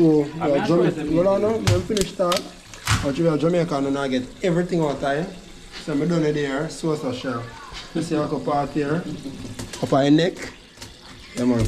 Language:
Jamaican Creole English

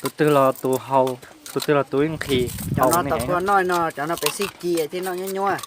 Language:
Hmong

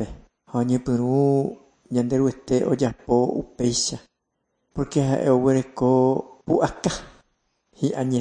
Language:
Guarani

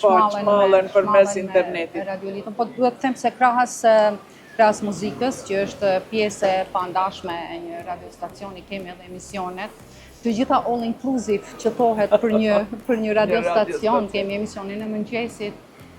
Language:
Albanian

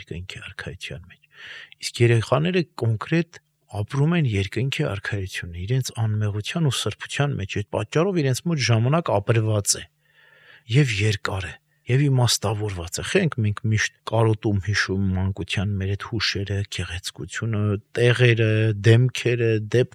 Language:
Armenian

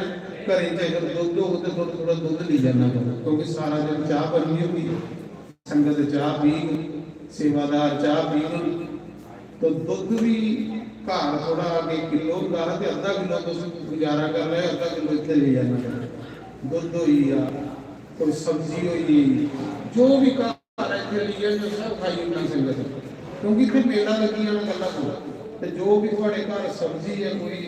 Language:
Dogri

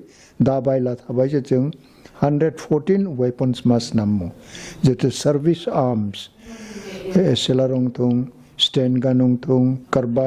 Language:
Kok Borok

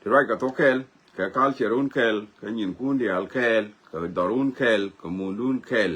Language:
Nuer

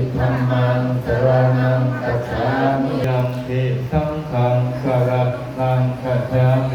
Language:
Pali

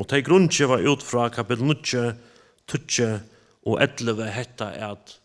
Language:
Faroese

